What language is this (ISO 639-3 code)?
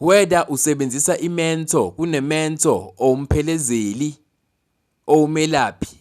zul